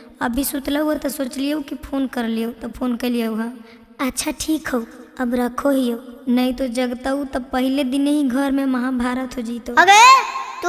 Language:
Magahi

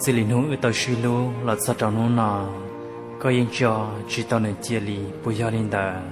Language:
Hmong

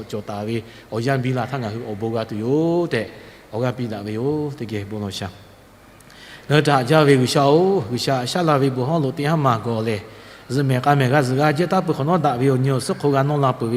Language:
Lahu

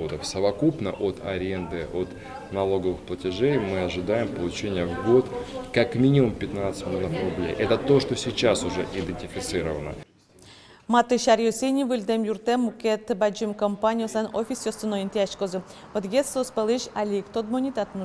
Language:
Udmurt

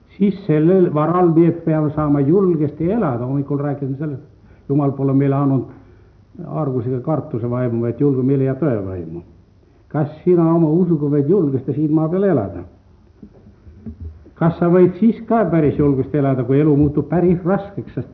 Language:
Estonian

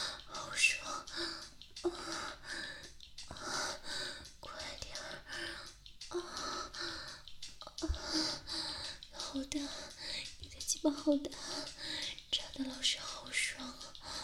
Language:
Chinese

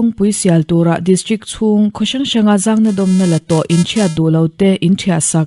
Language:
Mizo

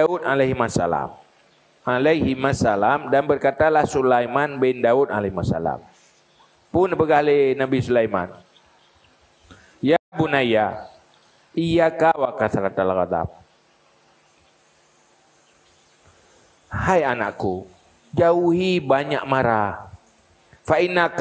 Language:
Achinese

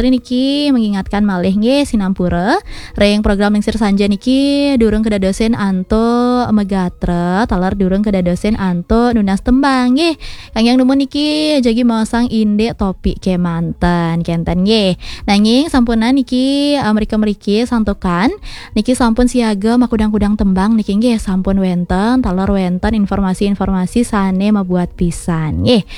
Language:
Balinese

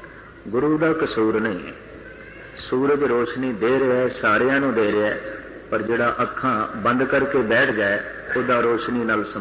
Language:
Punjabi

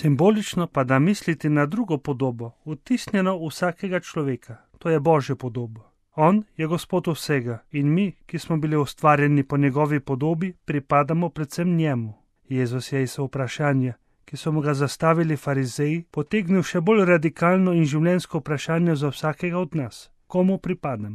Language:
Slovenian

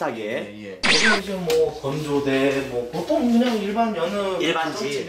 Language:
Korean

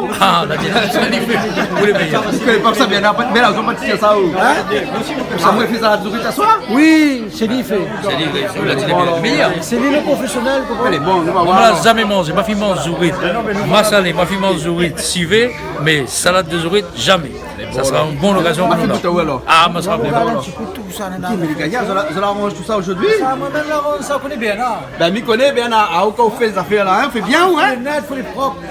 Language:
Réunion Creole French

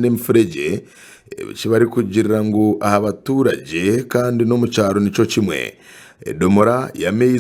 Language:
Nyankole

